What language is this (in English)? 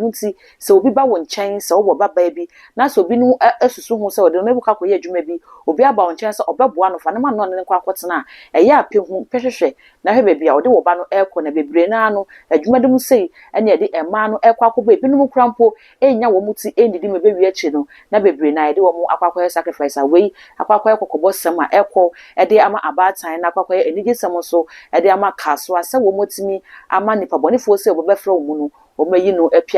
Akan